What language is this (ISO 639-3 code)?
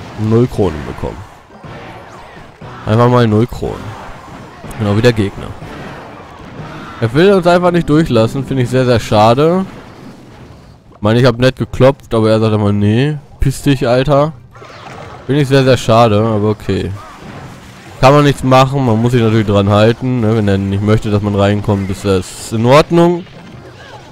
deu